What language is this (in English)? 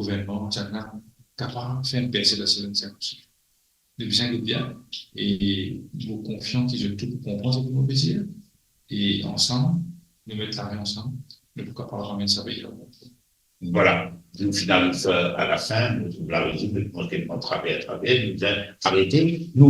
Morisyen